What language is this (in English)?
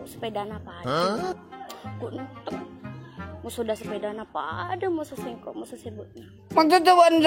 Madurese